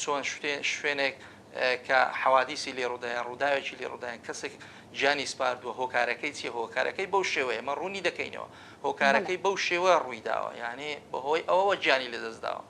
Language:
Central Kurdish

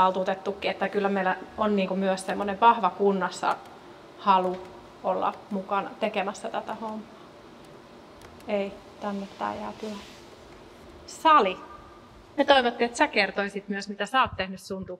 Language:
Finnish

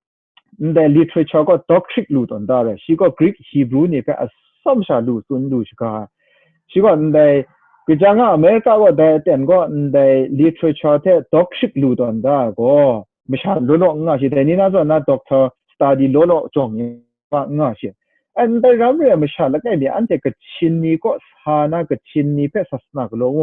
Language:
Kachin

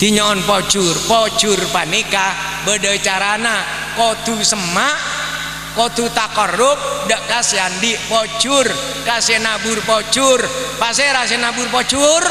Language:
Madurese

